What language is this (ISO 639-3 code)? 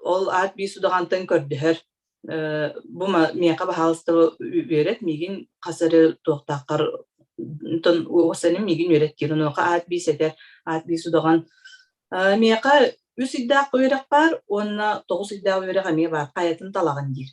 sah